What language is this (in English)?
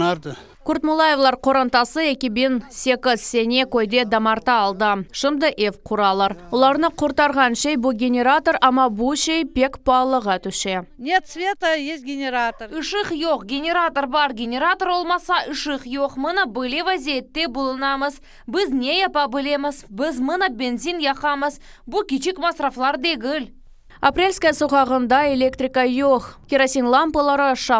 Crimean Tatar